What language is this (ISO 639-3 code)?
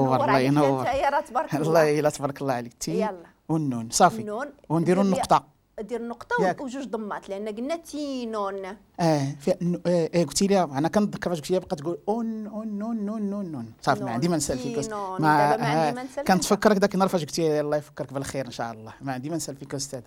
ary